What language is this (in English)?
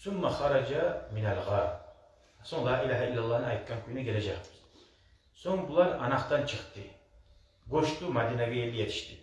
Kumyk